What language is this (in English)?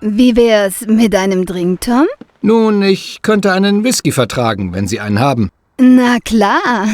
Bavarian